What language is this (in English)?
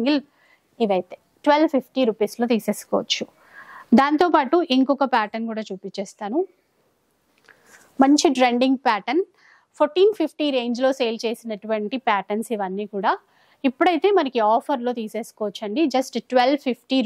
Telugu